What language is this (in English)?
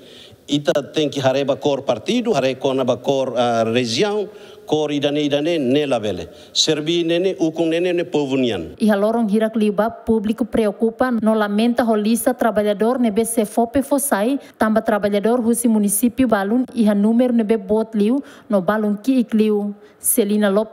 Tetum